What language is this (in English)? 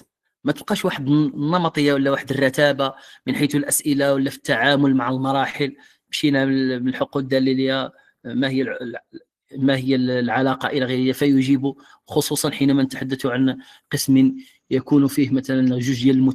Moroccan Arabic